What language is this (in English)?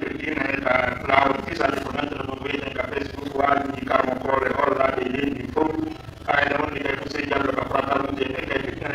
Pular